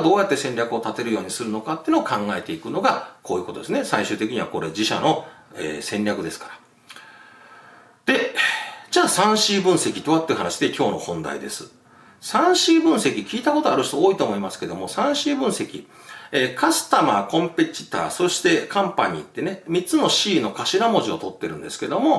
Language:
Japanese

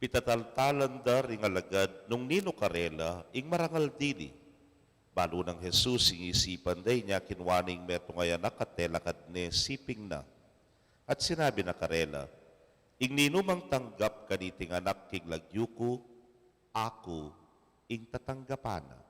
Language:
Pampanga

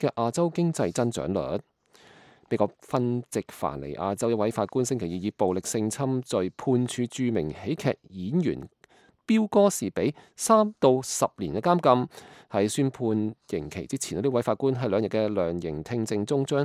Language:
Cantonese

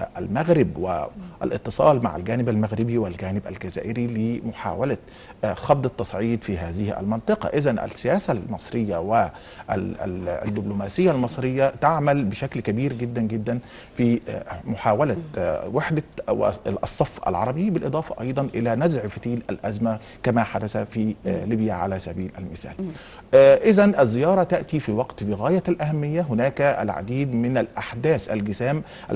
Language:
Arabic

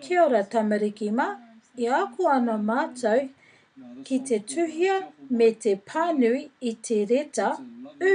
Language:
Māori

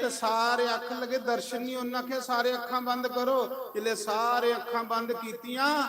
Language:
Dogri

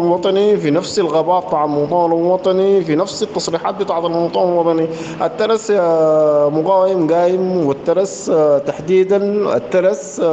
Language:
Sudanese Arabic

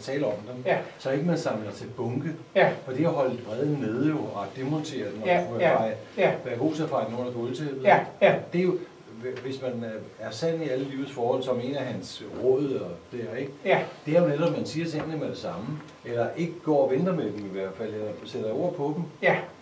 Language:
Danish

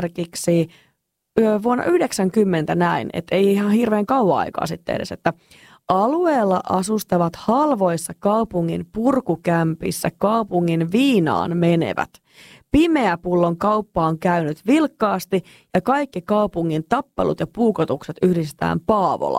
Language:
Finnish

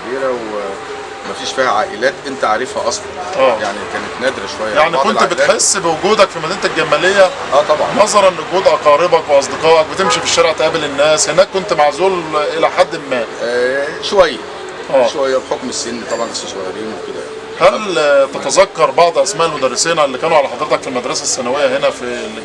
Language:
Egyptian Arabic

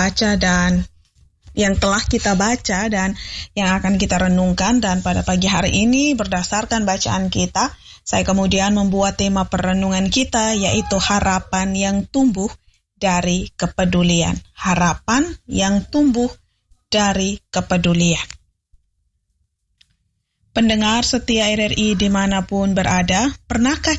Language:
Indonesian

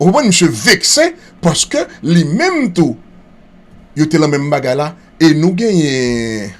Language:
Haitian Creole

